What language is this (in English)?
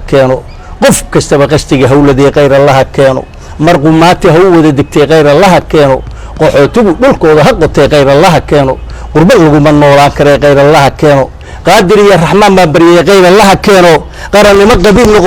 Somali